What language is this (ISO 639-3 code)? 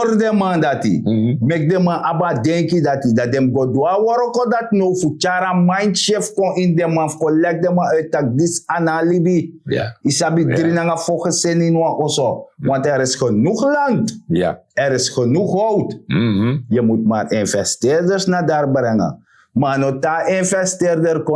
srn